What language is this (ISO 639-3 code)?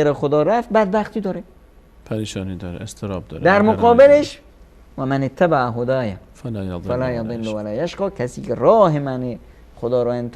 fas